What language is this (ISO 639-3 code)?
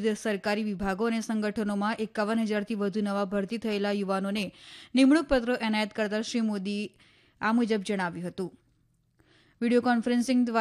guj